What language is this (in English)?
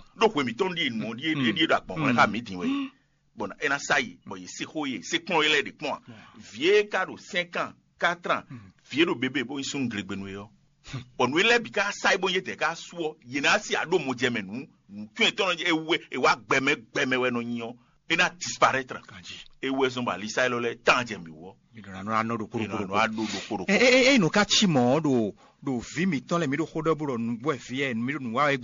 Fon